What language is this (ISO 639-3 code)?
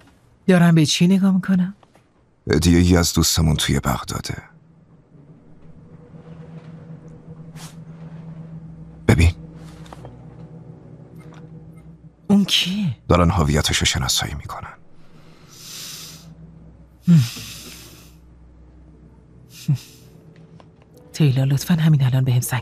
fas